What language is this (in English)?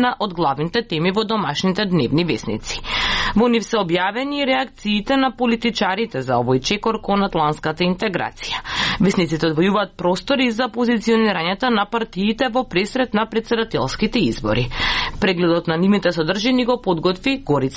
Macedonian